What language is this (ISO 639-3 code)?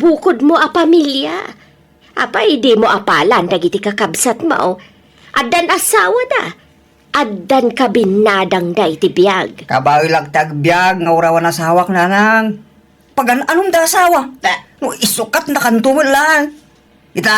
ilo